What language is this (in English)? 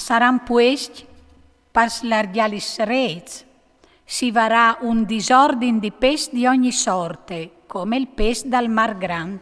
Friulian